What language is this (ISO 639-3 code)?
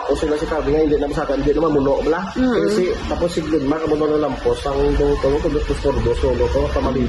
hil